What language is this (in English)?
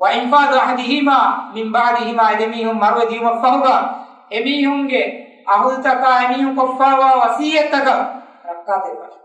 Divehi